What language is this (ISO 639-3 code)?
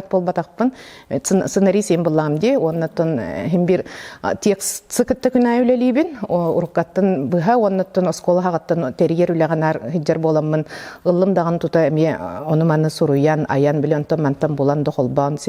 sah